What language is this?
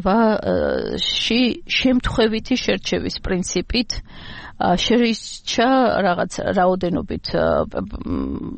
Georgian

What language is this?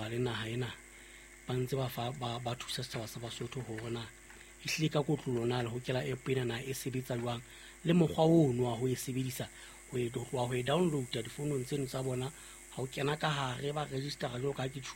Southern Sotho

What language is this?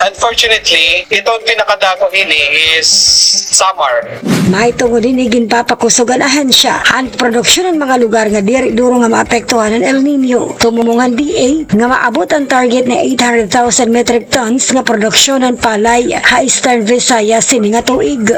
Waray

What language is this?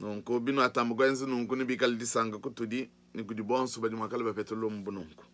Luba-Lulua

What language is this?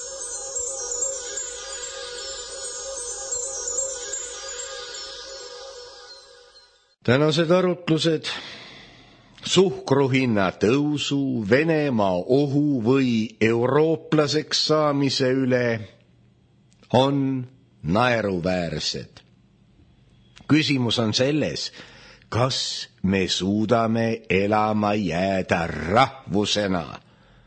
Estonian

